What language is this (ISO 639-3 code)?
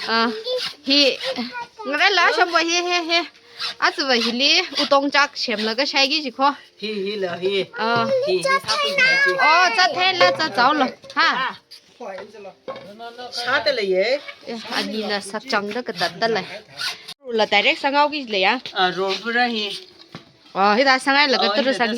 nmf